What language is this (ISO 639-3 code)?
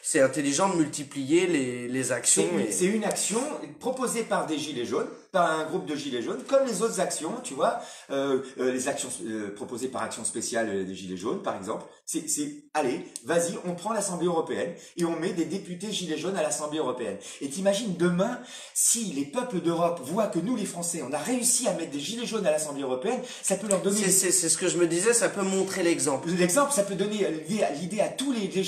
fra